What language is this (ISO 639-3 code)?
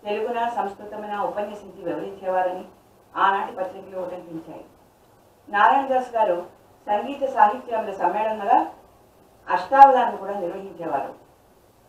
tel